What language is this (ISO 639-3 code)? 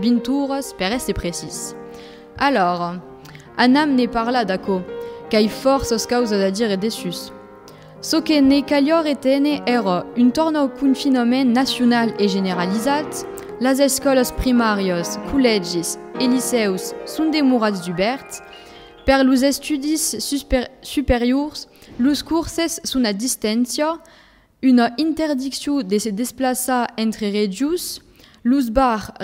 oci